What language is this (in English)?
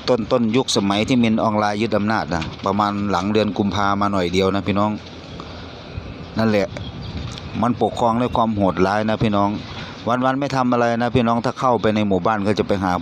Thai